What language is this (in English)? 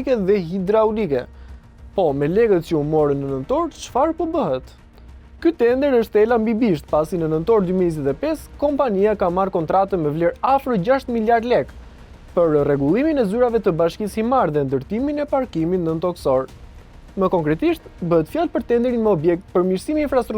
Albanian